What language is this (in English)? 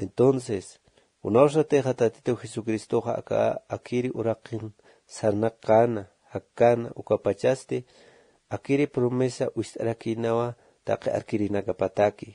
Aymara